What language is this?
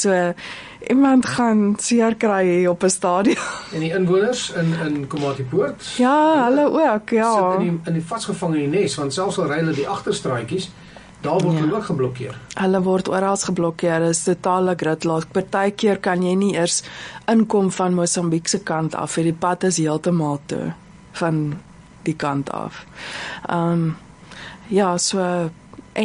Afrikaans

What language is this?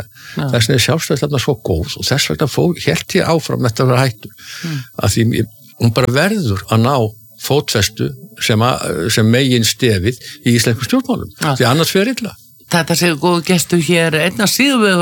Icelandic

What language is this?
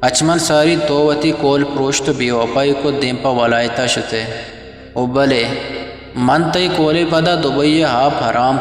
Eastern Balochi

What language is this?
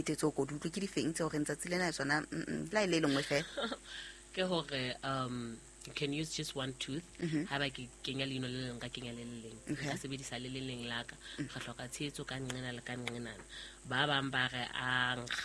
Southern Sotho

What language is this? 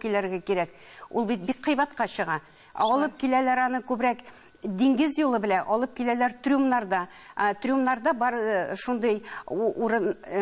Tatar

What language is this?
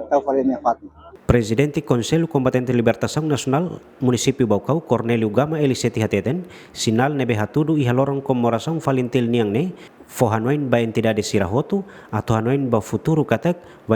Tetum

